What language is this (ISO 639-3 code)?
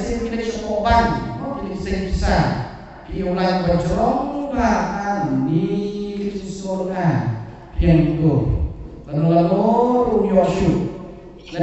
kha